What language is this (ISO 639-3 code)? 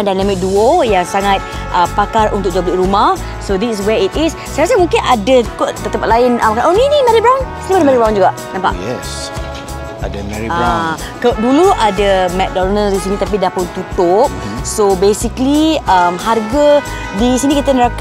msa